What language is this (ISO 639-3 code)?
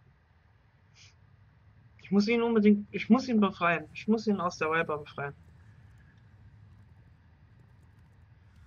deu